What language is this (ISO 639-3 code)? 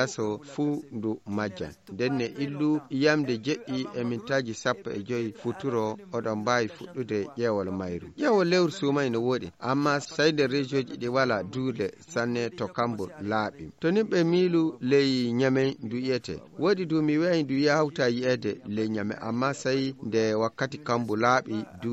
ful